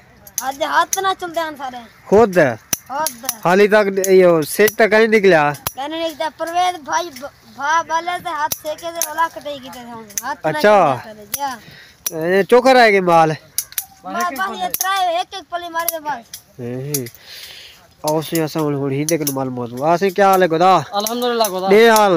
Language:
Saraiki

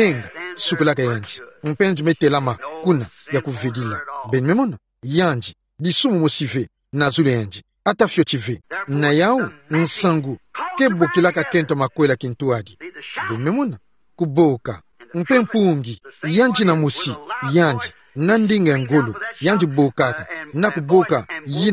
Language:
Kituba (Democratic Republic of Congo)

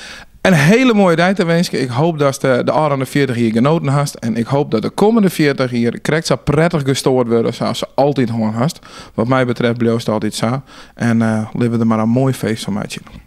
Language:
Western Frisian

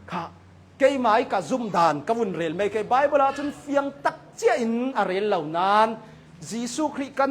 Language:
Hakha Chin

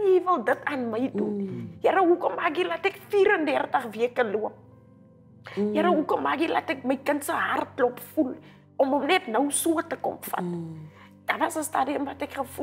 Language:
Afrikaans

